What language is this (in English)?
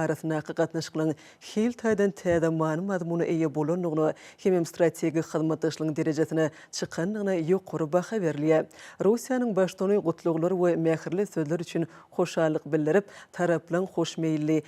Turkmen